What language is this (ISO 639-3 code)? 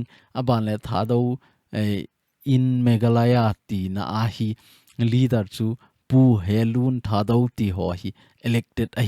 tcz